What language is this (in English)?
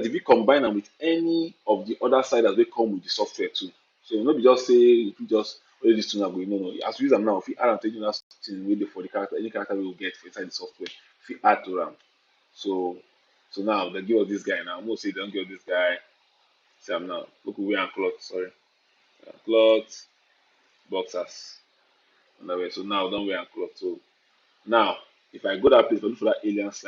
Nigerian Pidgin